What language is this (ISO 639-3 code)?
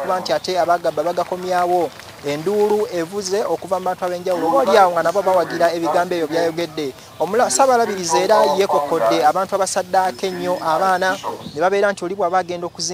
lug